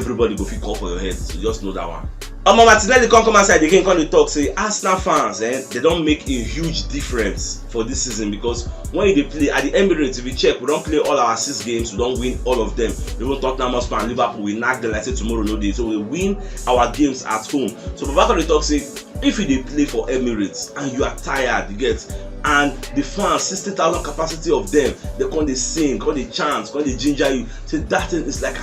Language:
Nigerian Pidgin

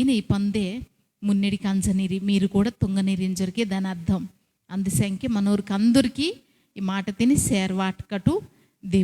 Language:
Koya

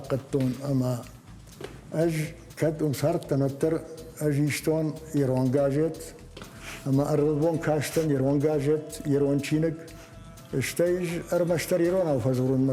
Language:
Ossetic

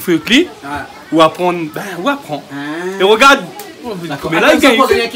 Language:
Réunion Creole French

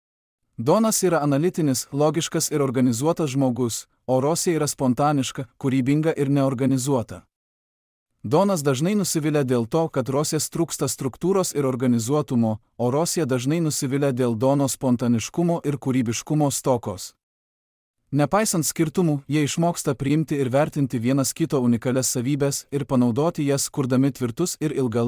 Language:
Lithuanian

